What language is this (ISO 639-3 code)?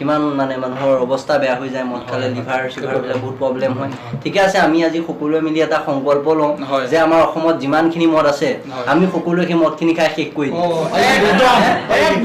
asm